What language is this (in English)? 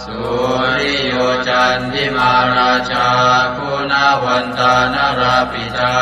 Pali